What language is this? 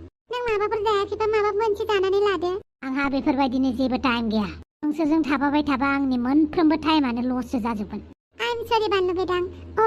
Bodo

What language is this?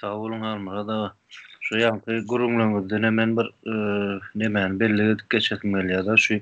Turkmen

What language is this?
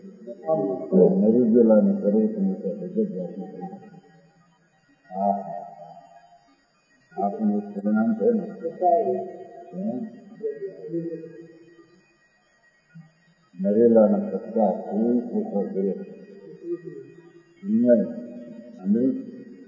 Gujarati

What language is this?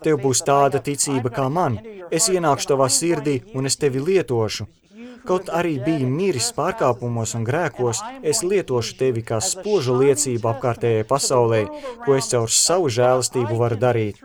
Latvian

